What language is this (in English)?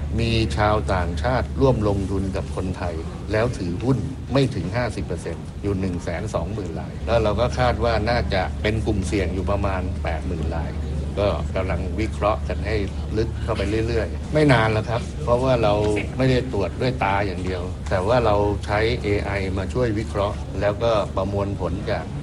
Thai